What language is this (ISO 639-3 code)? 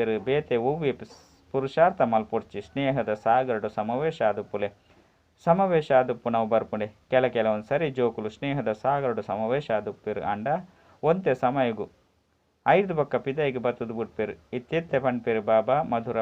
tcy